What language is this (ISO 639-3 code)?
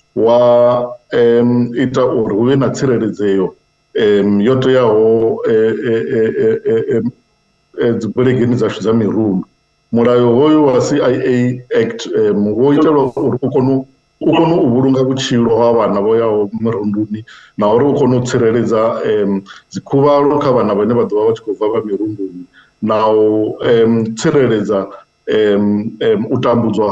ven